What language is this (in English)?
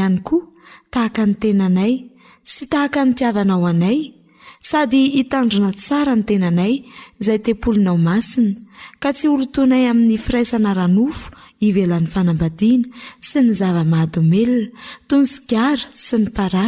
Malagasy